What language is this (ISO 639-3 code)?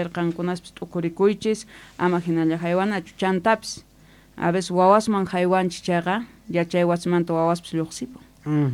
quh